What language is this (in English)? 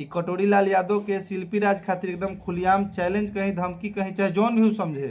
Bhojpuri